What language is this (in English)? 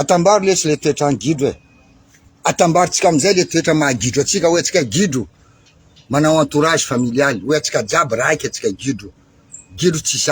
Malagasy